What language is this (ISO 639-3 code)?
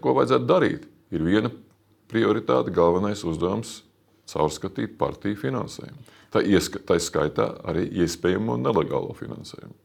lav